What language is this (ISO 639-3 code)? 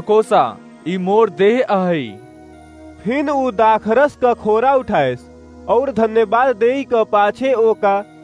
awa